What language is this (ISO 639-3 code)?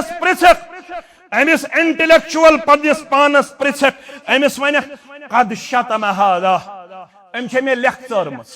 kas